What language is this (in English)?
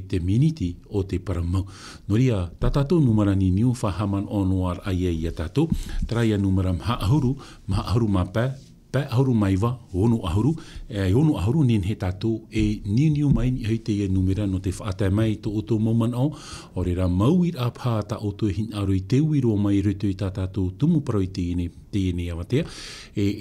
Tahitian